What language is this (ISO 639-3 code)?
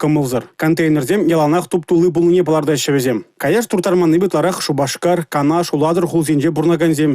chv